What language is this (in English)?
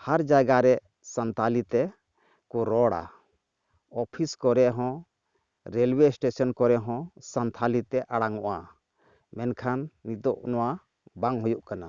Santali